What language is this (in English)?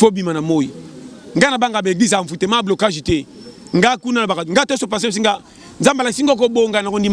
Lingala